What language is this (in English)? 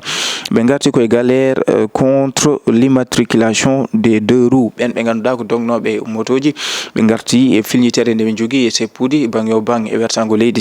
Fula